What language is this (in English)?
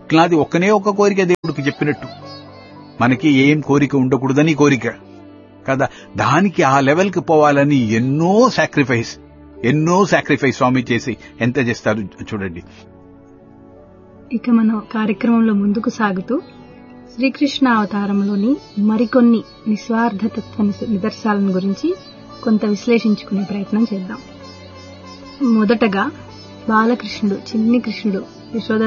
Telugu